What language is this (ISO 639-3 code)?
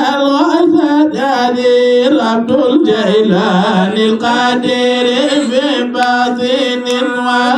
ful